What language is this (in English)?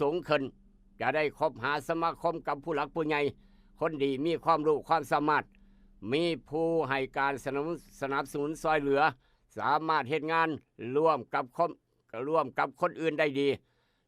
Northeastern Thai